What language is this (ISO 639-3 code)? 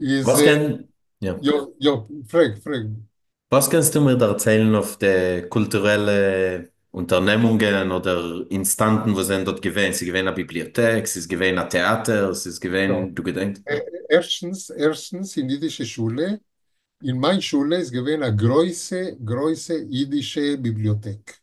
yid